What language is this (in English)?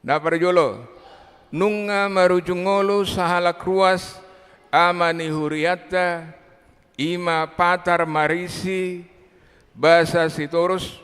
Batak Toba